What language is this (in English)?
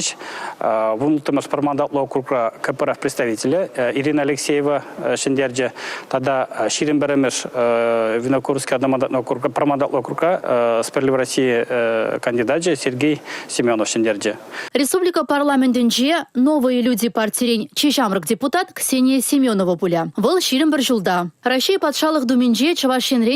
Chuvash